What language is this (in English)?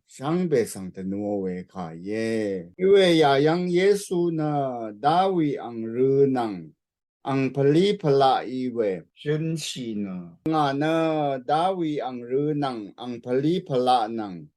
Rawang